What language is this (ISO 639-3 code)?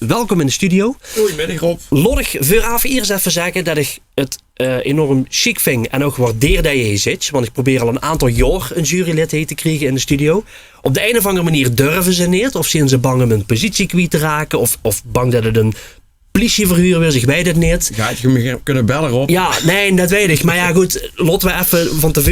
lim